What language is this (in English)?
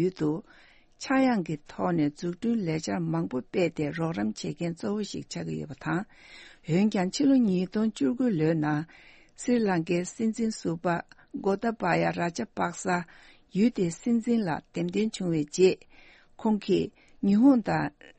Tibetan